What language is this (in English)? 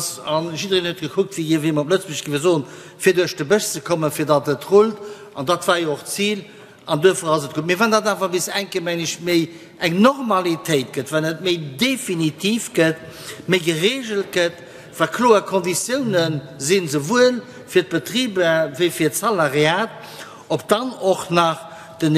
Luxembourgish